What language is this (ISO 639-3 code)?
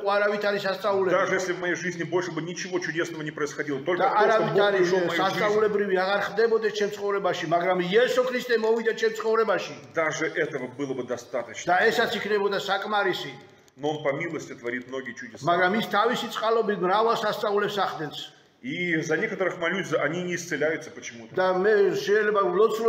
rus